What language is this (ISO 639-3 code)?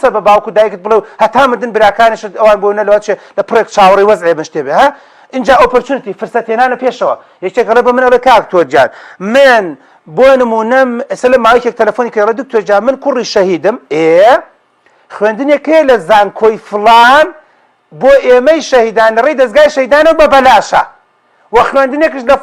ckb